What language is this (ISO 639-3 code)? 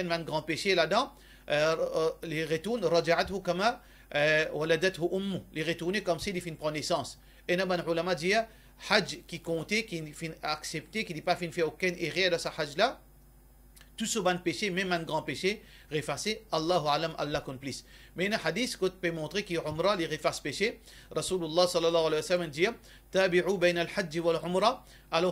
mfe